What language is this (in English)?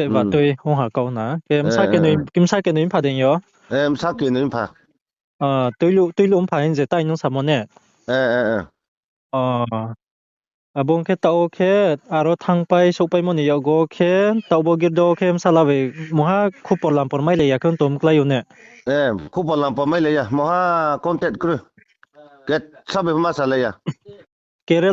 Riang (India)